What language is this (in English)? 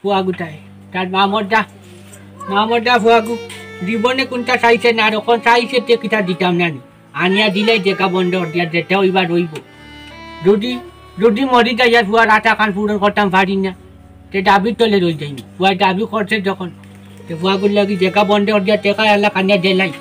Sylheti